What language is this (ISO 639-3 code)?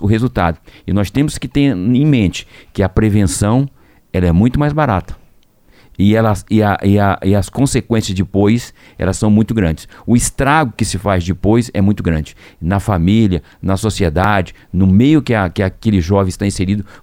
por